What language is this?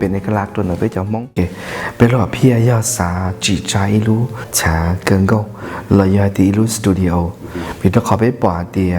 Hmong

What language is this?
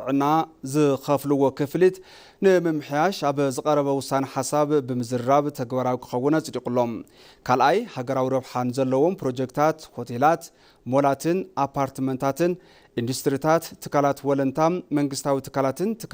Tigrinya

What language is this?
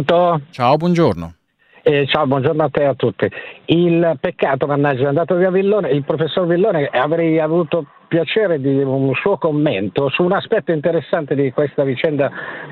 Italian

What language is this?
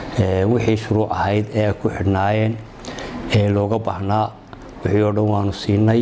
Somali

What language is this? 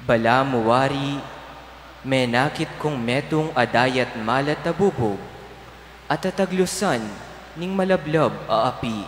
Pampanga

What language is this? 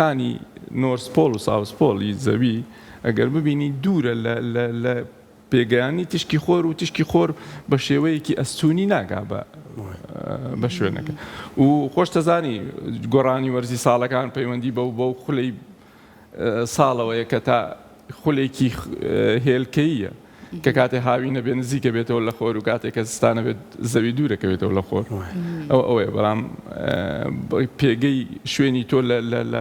Central Kurdish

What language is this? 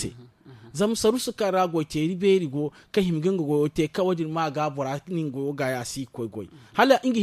Zarma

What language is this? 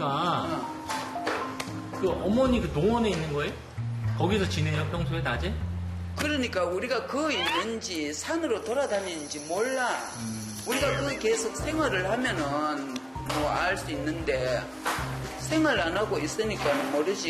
Korean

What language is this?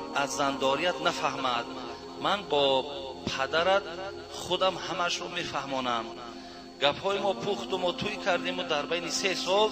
Tajik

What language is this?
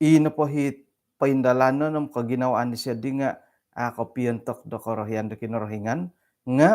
Central Dusun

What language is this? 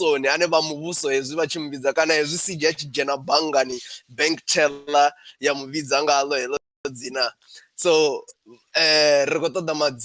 Venda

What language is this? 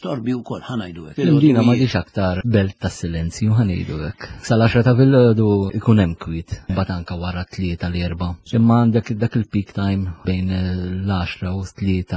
Maltese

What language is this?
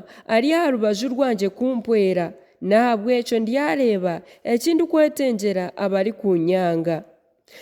Nyankole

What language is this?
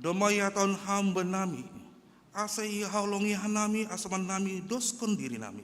Batak Simalungun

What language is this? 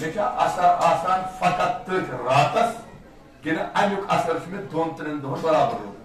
Kashmiri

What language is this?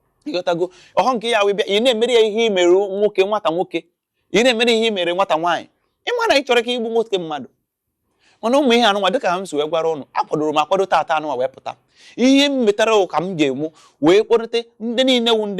Igbo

